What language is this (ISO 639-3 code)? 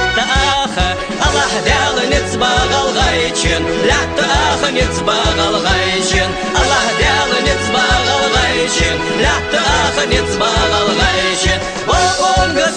inh